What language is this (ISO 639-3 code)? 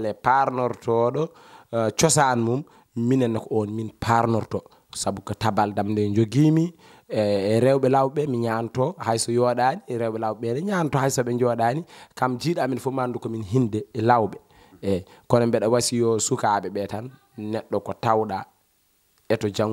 ful